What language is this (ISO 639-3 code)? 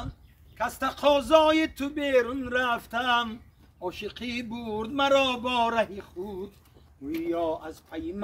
tgk